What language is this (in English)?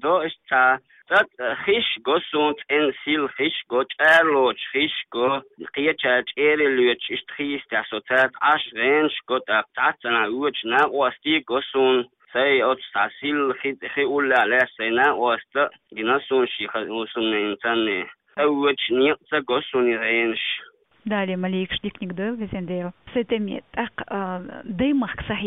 Chechen